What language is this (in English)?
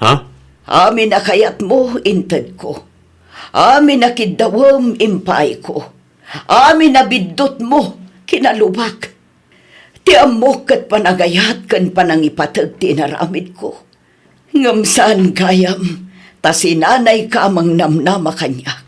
Iloko